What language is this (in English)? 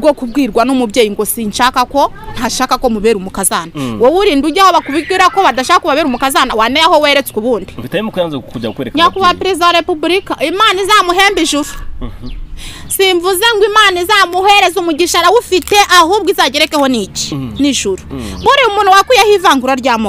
Kinyarwanda